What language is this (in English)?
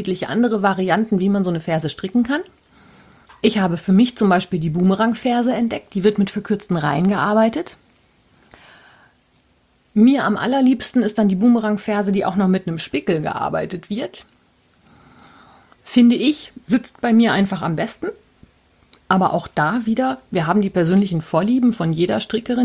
German